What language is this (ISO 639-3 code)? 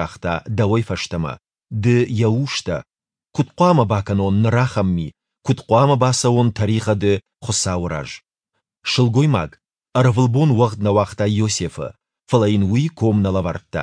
oss